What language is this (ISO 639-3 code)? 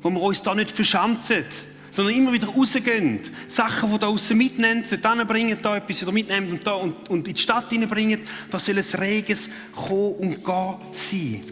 gsw